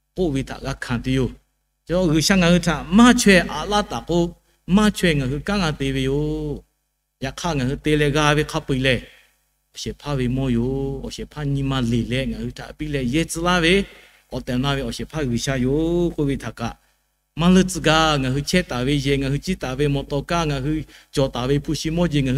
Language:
Lahu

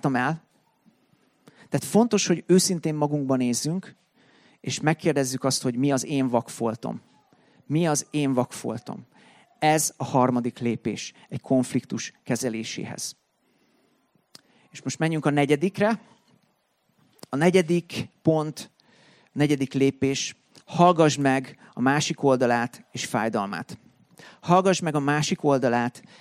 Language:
Hungarian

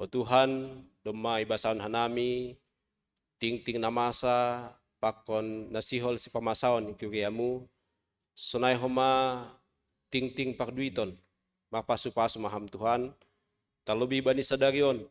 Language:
Batak Simalungun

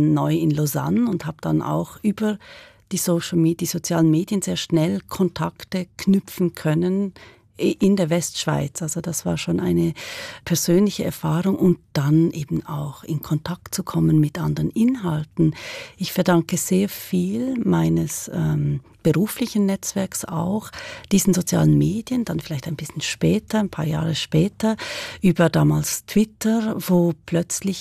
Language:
German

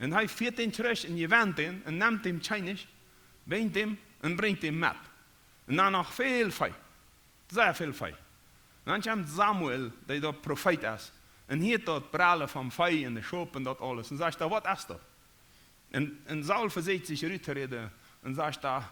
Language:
Plautdietsch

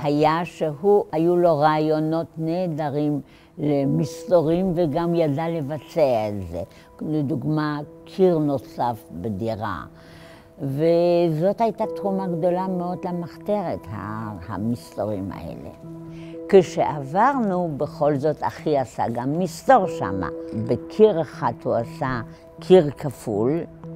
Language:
Hebrew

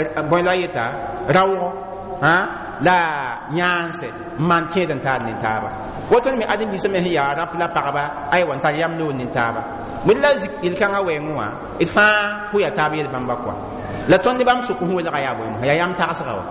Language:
Mossi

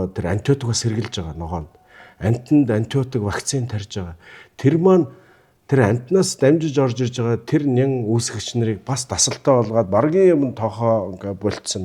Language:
Mongolian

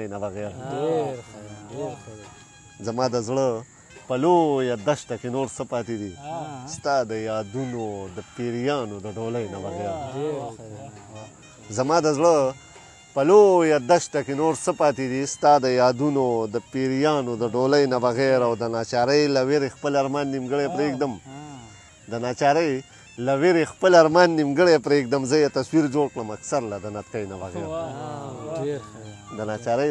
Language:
Pashto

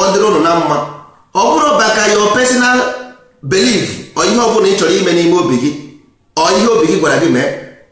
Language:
Igbo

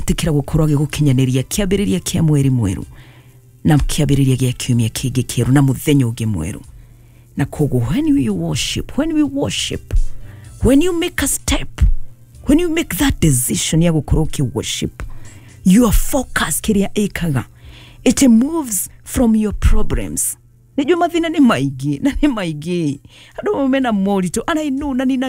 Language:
Kikuyu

